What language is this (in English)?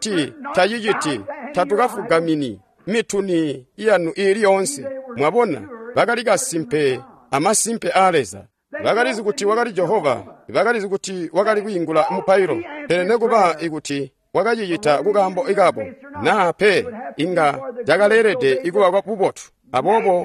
Tonga (Zambia)